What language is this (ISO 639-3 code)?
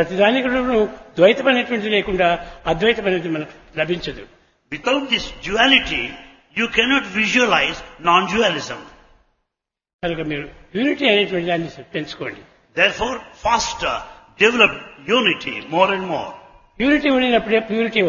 tel